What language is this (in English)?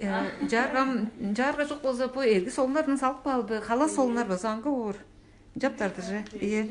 Tuvinian